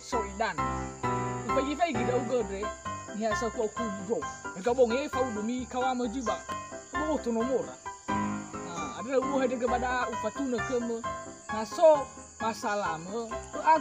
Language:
Nias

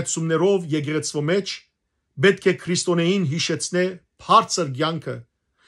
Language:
Western Armenian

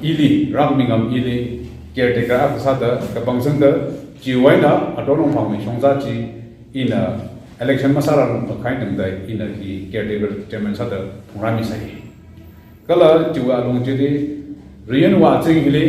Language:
Tangkhul Naga (India)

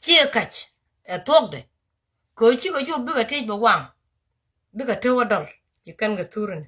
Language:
Nuer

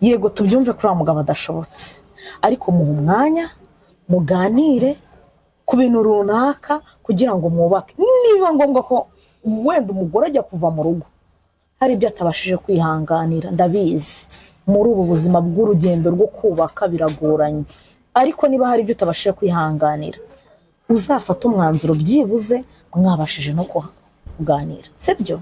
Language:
Kinyarwanda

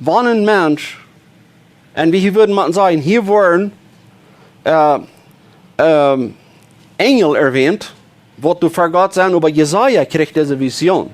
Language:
Plautdietsch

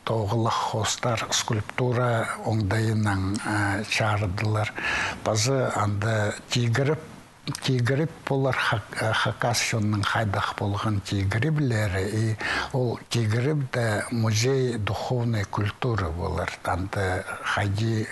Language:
Khakas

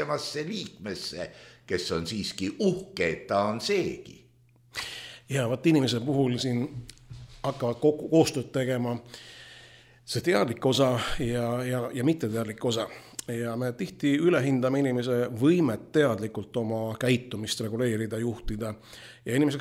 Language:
Estonian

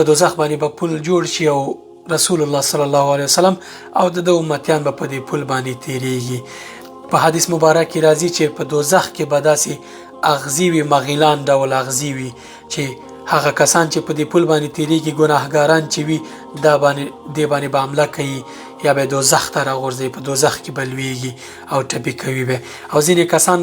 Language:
Pashto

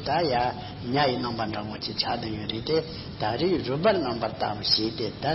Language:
Tibetan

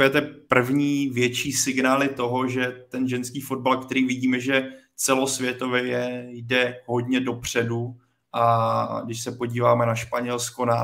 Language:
Czech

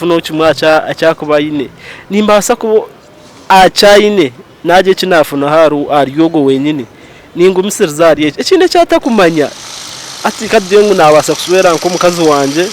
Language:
Nyankole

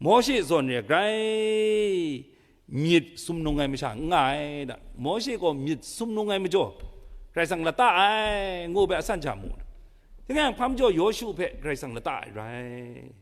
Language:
Kachin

